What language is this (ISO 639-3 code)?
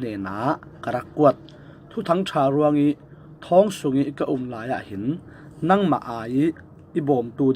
cfm